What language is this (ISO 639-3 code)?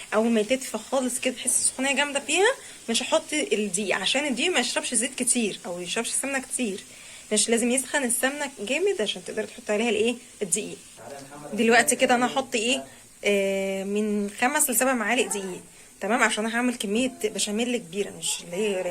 arz